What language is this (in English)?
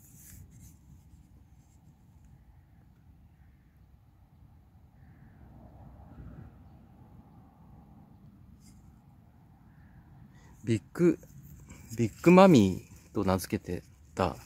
Japanese